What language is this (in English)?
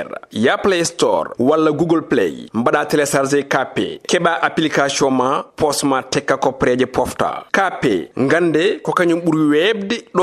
Fula